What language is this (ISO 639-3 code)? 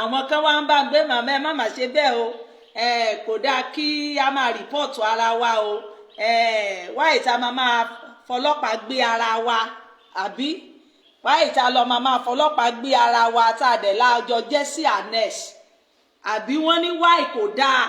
yor